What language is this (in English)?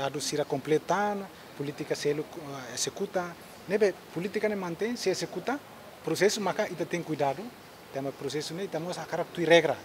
Tetum